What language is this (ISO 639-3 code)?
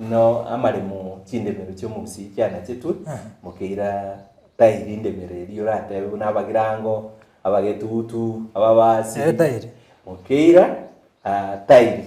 guz